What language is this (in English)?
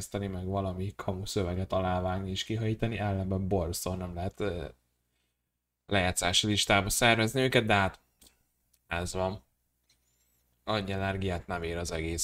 Hungarian